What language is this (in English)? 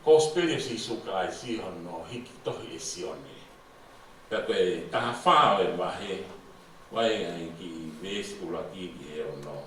Tongan